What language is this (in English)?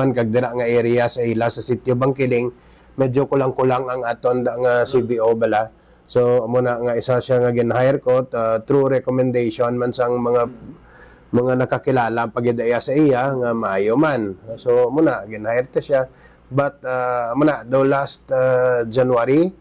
Hiligaynon